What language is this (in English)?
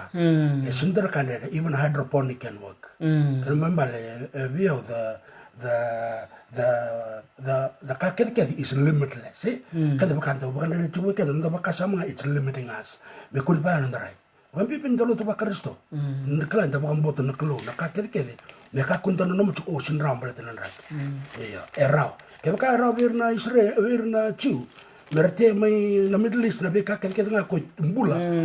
Fijian